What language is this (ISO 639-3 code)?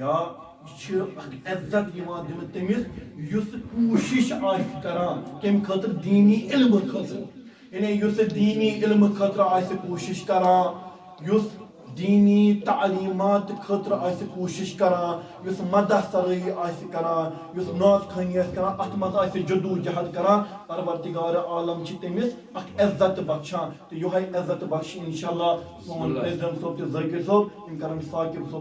kas